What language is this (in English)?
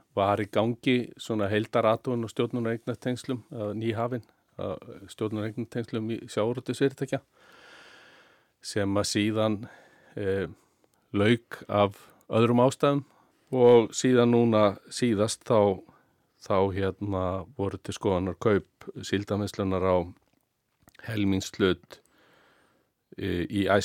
Icelandic